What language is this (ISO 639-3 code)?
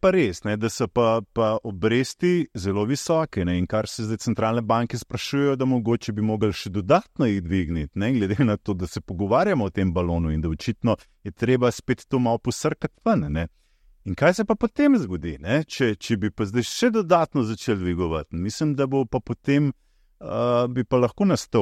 slv